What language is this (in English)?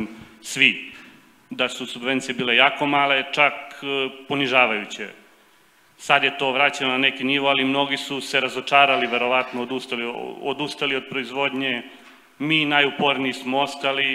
Serbian